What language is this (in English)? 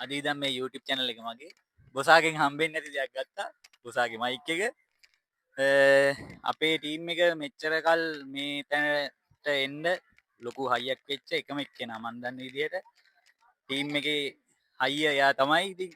Sinhala